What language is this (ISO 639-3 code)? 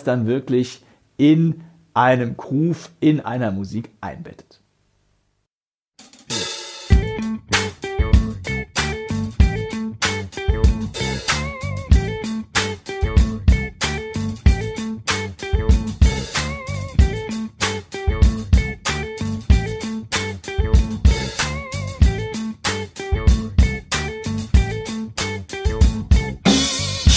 deu